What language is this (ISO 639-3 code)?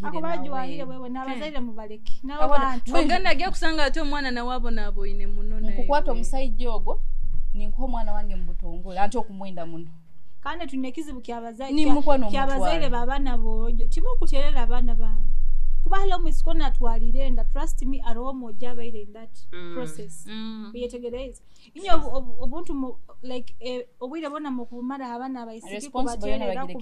nyo